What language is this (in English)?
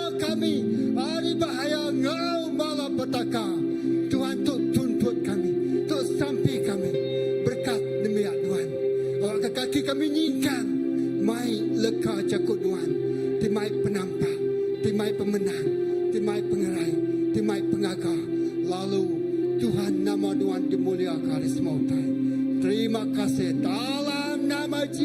Iban